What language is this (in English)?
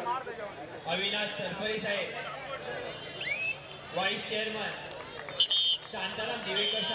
Marathi